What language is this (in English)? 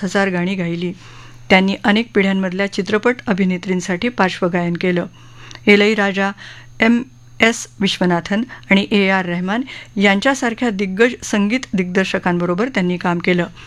Marathi